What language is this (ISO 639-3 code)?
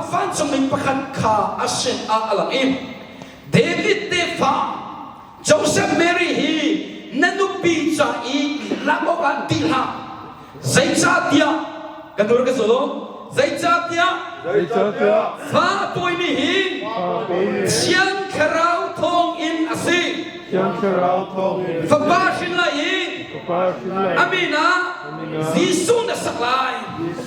cnh